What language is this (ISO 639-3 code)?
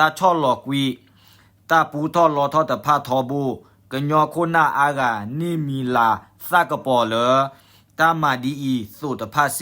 ksw